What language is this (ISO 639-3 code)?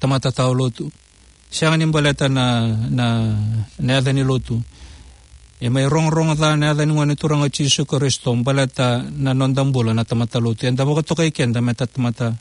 fij